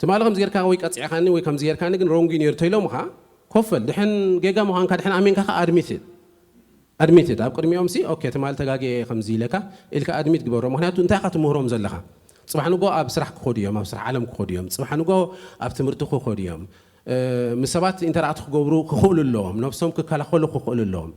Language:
Tigrinya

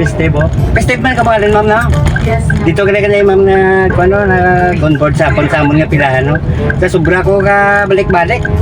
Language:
Hiligaynon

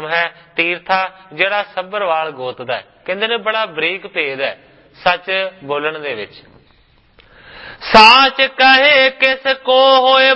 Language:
Punjabi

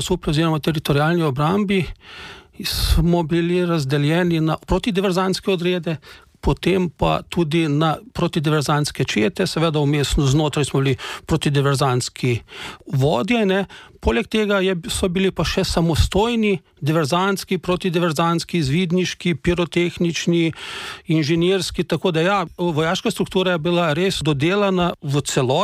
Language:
Slovenian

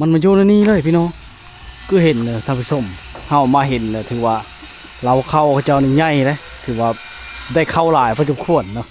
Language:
Lao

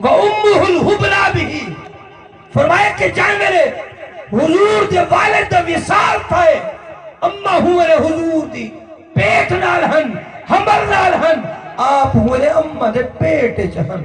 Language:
Saraiki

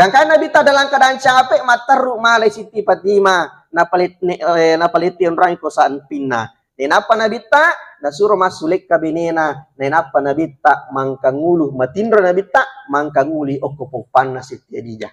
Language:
Buginese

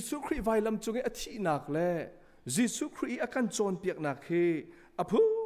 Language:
Hakha Chin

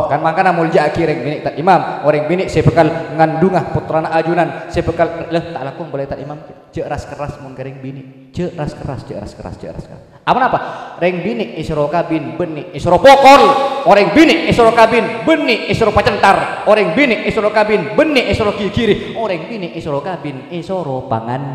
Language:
Madurese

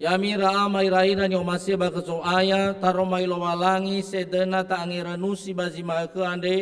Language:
Nias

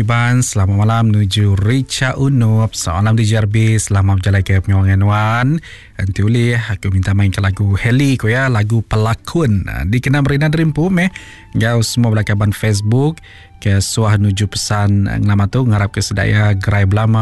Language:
Iban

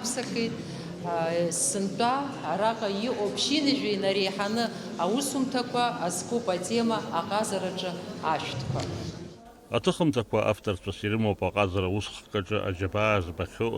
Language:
Abkhazian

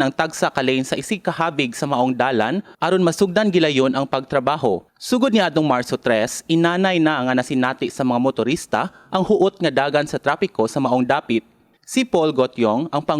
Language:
Cebuano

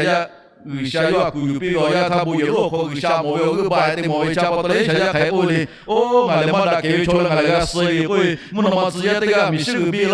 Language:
Lahu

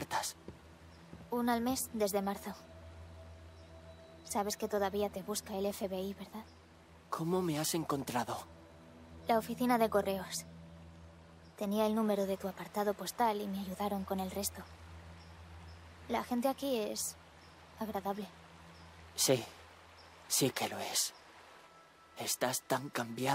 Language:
Spanish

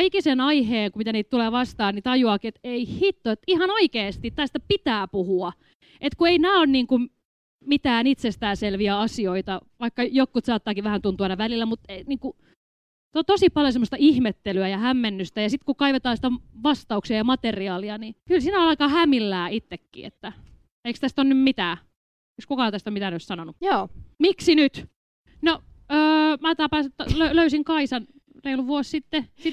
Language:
Finnish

